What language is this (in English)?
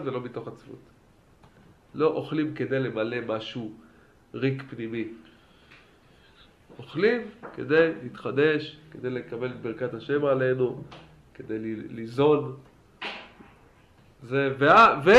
Hebrew